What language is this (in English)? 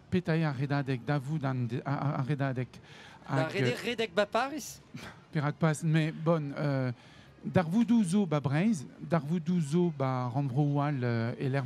Breton